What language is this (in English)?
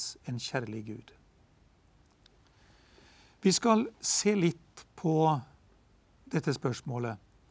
Norwegian